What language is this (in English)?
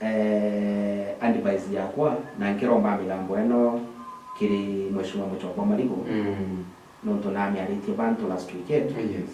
Meru